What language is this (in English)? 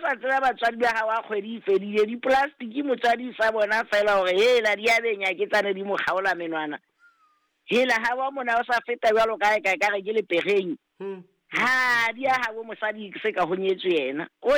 Southern Sotho